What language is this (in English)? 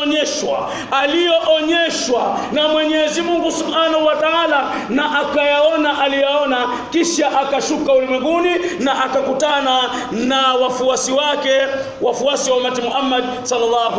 Swahili